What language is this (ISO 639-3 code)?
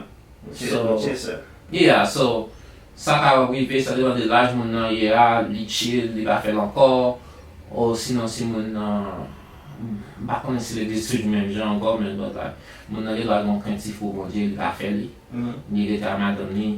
hat